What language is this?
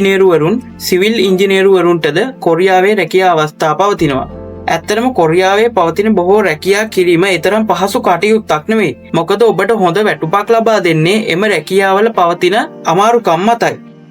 Sinhala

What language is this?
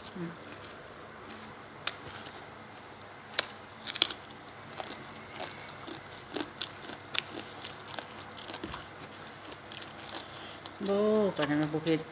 Lao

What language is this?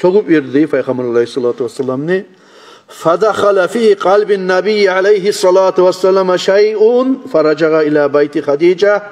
Kumyk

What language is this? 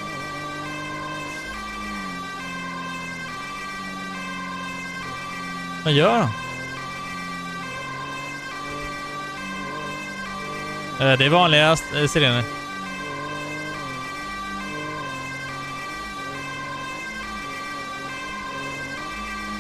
Swedish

